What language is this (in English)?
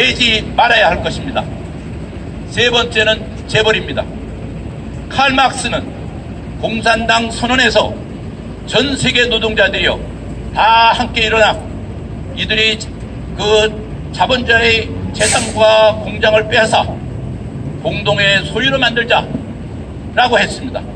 Korean